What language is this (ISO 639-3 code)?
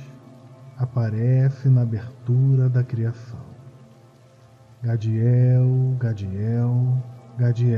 por